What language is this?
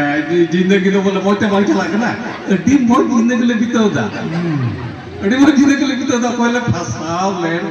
Santali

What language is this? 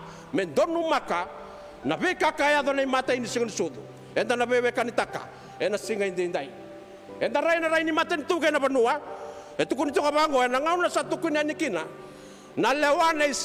Fijian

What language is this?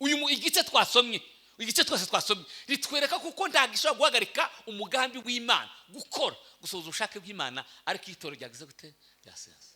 Kinyarwanda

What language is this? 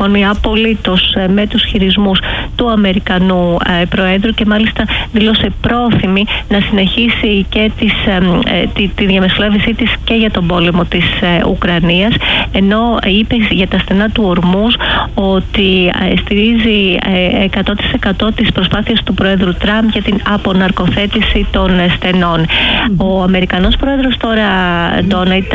Greek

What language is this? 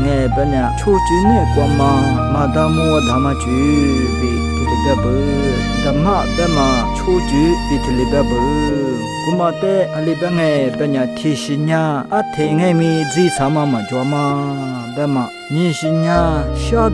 Lisu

